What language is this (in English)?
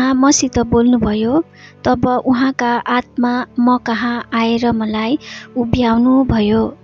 Nepali